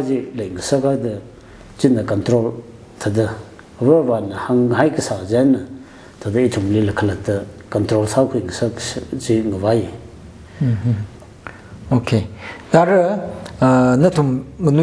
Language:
Tangkhul Naga (India)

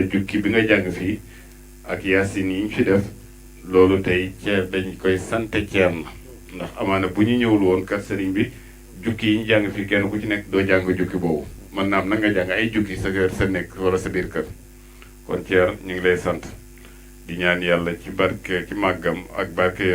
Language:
Wolof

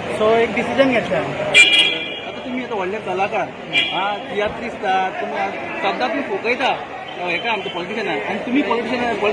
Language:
Konkani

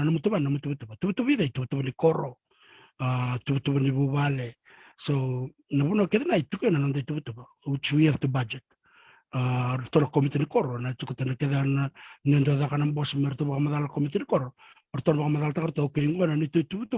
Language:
Fijian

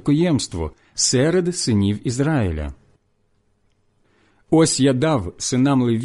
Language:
Ukrainian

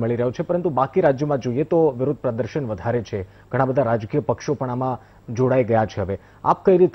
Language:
Gujarati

